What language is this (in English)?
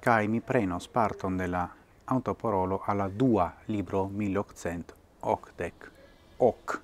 Esperanto